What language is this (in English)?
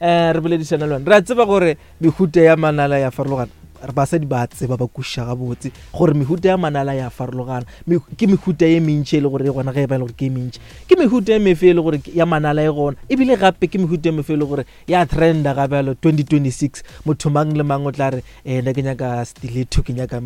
Northern Sotho